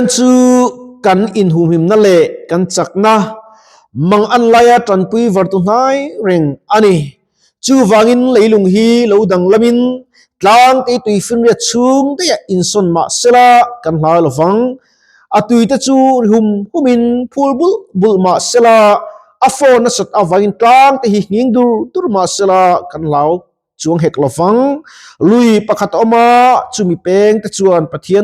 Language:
Mizo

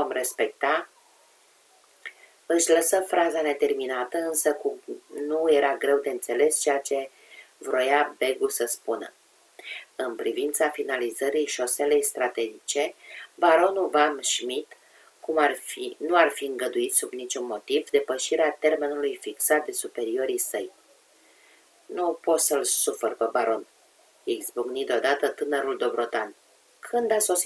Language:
Romanian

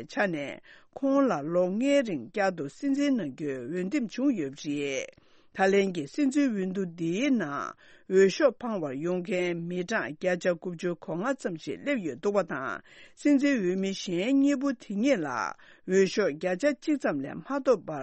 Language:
Tibetan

